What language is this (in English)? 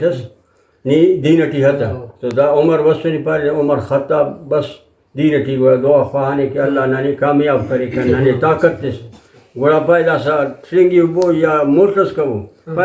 Brahui